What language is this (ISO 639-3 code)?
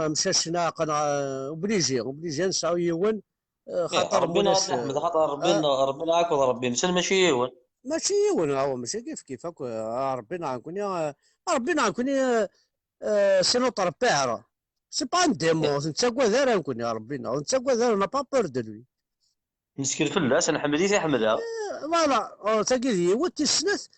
kab